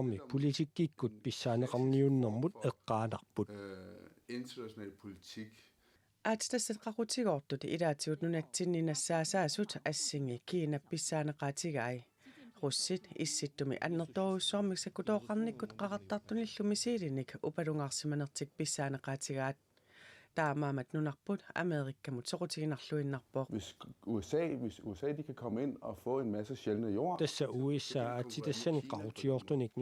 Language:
Kalaallisut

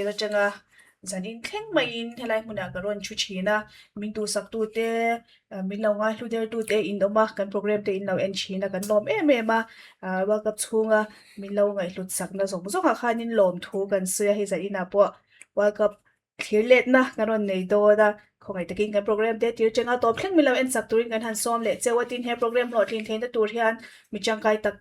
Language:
Mizo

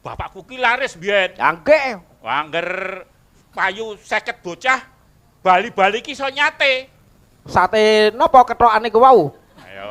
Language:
Javanese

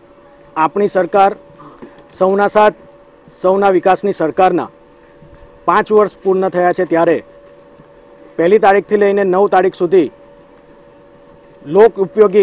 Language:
Gujarati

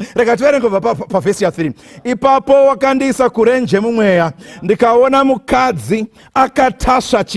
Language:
Shona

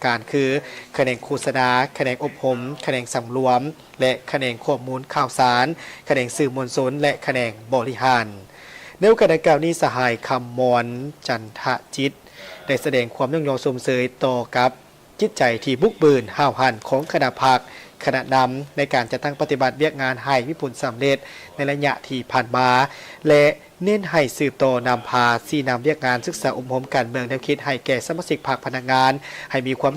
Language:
Lao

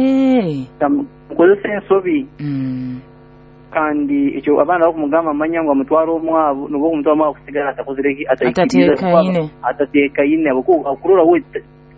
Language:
Nyoro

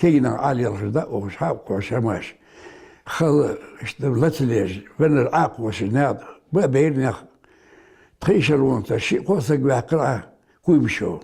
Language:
Ingush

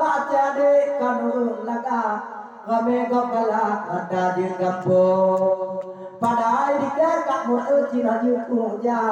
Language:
Achinese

